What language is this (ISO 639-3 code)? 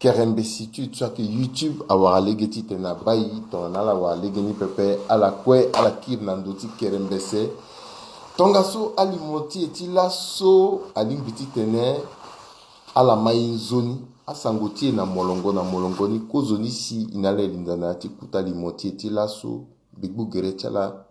sag